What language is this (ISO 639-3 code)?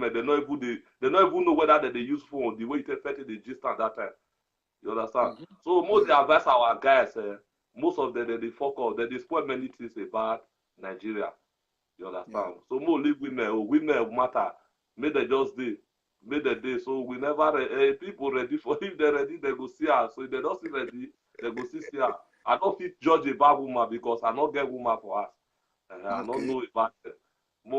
pcm